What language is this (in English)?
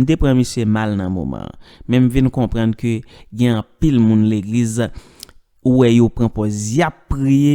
Haitian Creole